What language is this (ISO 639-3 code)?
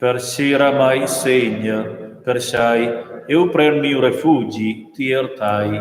roh